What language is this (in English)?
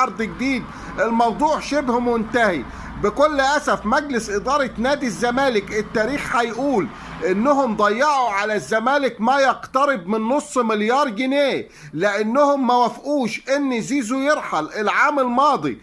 Egyptian Arabic